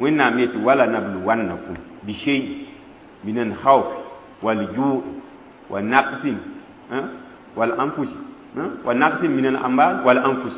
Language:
Mossi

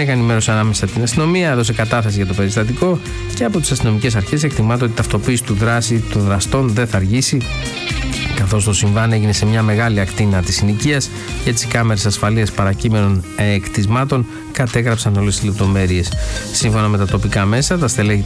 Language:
Greek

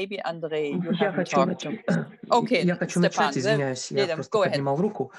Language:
Russian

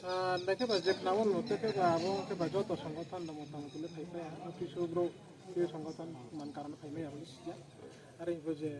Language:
Riang (India)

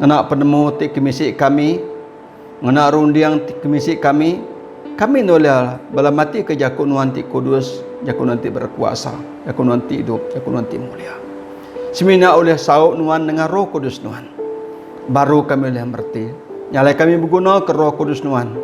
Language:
Iban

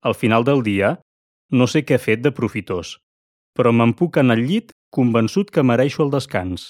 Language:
Catalan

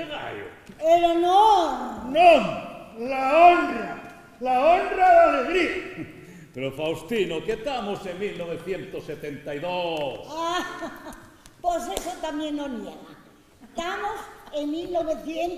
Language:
Asturian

